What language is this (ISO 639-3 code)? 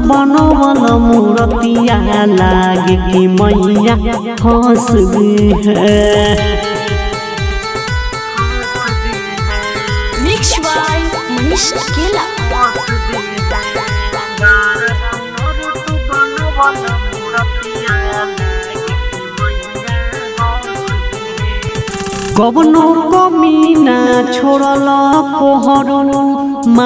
bho